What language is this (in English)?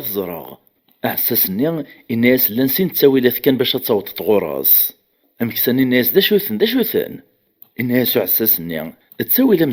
Kabyle